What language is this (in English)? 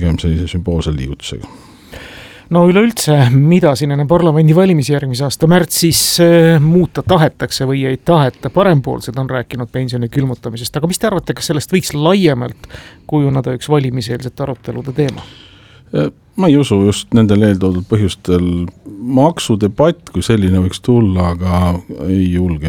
Estonian